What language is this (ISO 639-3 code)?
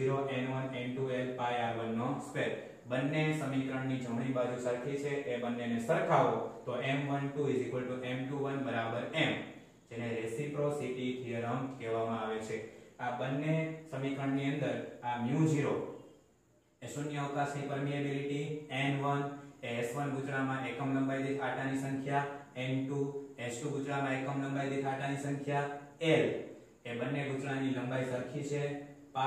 guj